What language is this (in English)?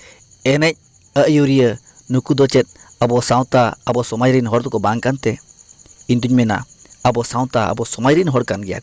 Santali